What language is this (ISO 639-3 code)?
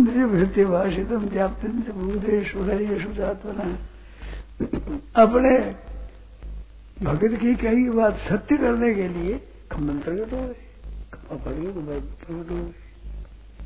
hin